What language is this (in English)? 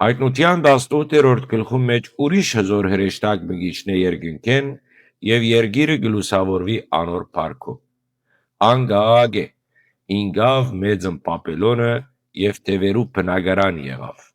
Western Armenian